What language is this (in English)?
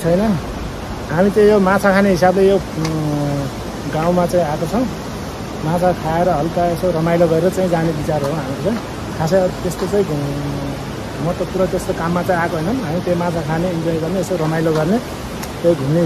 Nepali